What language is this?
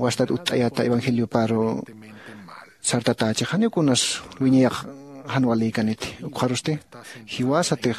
Aymara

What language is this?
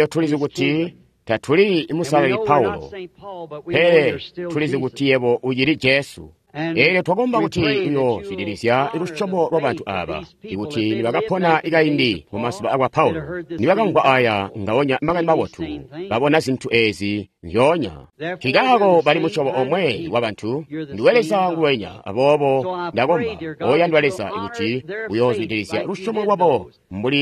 Tonga (Zambia)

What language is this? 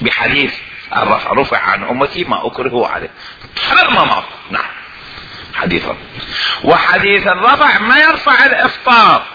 Mesopotamian Arabic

